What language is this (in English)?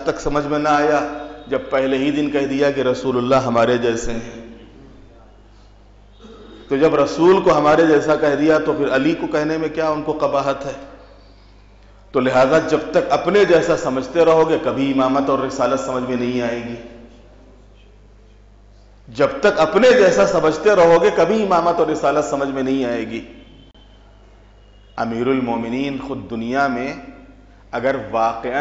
Urdu